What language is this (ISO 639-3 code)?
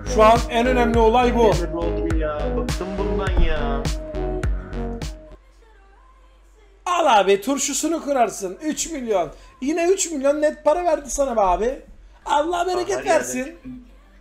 tur